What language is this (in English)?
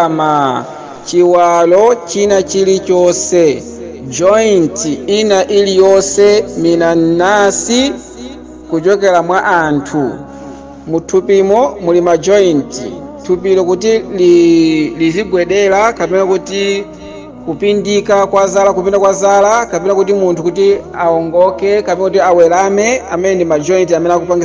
Nyanja